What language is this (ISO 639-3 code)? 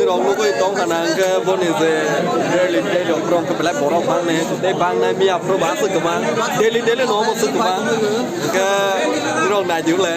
trp